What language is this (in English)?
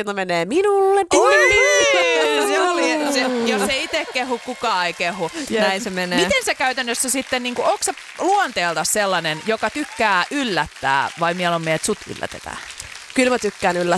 Finnish